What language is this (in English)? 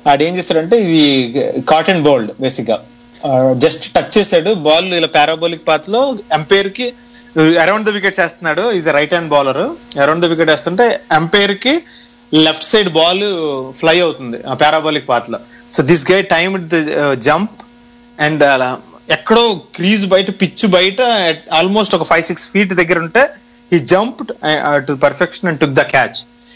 Telugu